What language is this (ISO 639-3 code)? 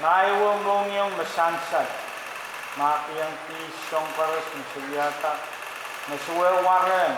pon